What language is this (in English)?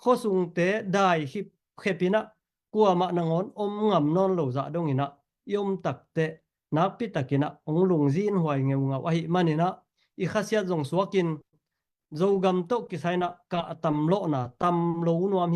Tedim Chin